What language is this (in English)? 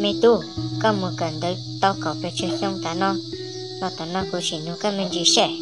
Hmong